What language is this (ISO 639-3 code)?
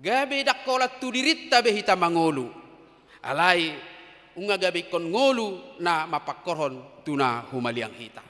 bbc